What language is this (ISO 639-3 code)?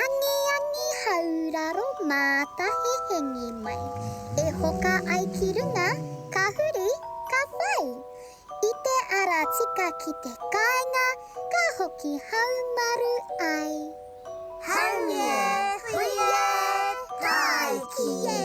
mri